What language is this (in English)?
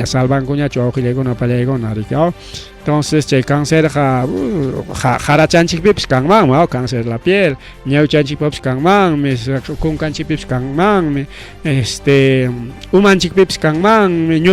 Ayacucho Quechua